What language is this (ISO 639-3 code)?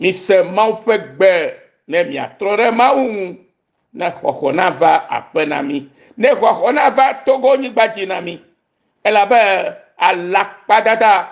ewe